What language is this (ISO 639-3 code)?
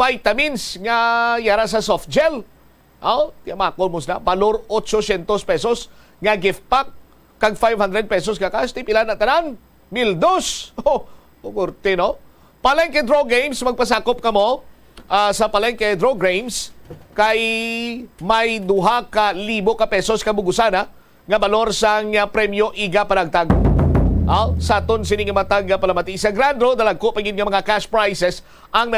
hil